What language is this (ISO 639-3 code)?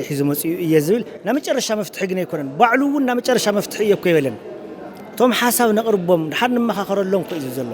tir